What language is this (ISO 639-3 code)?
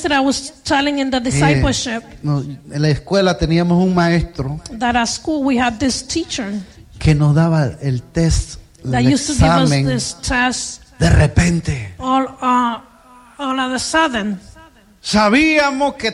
spa